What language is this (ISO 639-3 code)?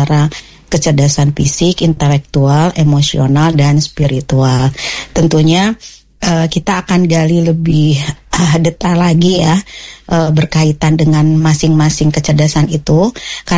ind